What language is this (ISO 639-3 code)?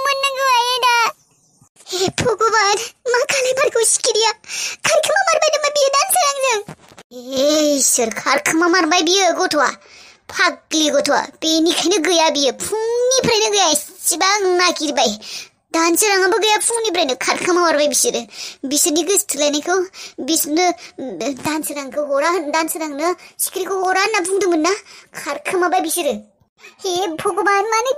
brx